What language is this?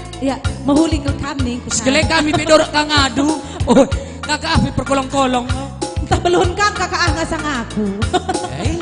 Batak Karo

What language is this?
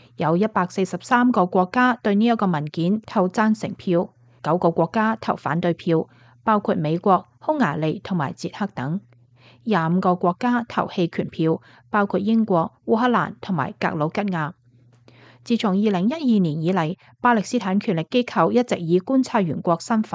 Cantonese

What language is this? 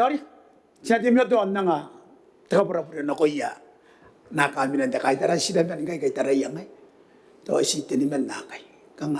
Gilbertese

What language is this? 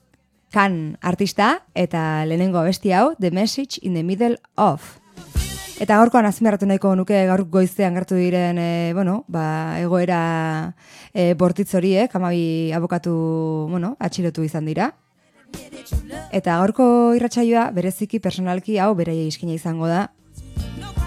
Basque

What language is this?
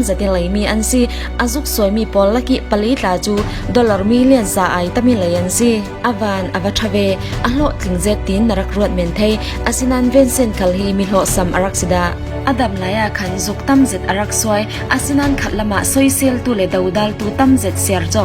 Falam Chin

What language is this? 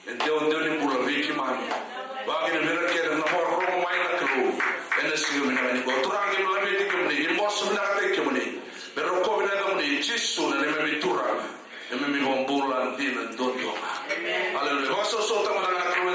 Fijian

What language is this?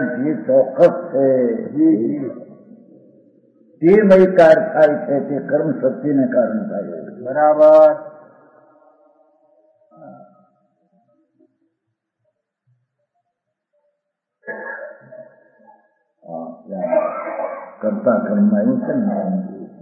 Gujarati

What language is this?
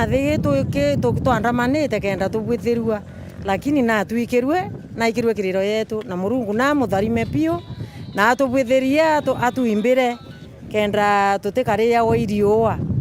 Meru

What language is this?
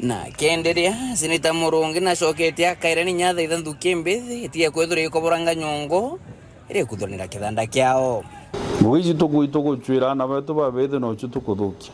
Meru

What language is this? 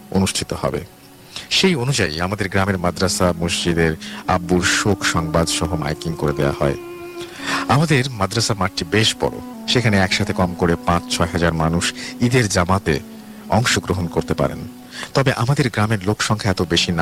Bangla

